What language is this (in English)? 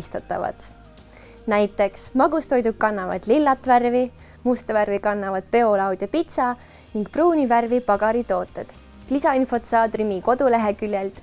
Estonian